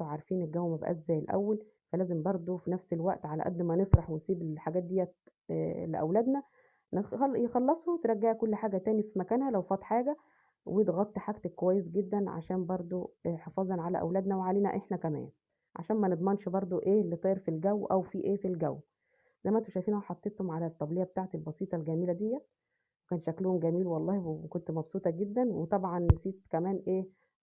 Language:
Egyptian Arabic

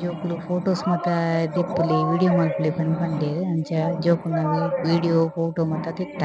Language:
Tulu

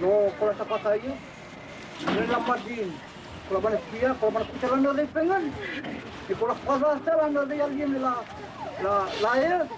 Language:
Dehu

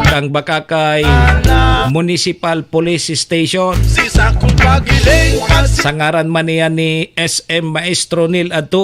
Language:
Bikol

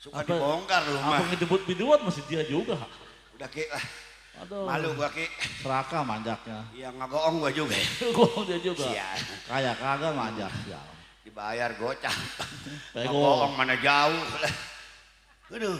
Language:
Betawi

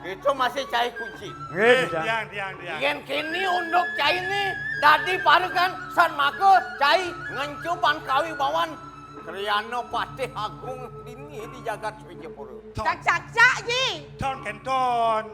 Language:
Balinese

